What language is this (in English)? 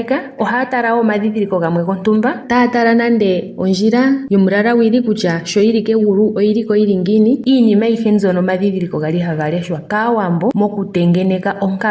Ndonga